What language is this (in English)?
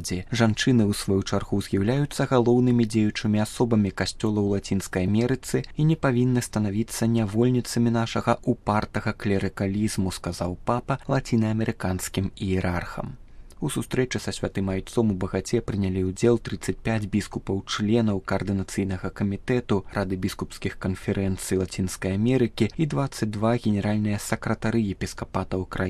Belarusian